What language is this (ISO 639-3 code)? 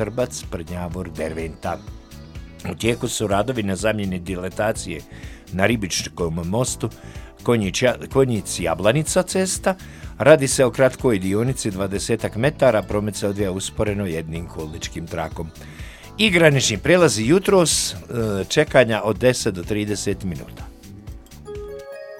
bos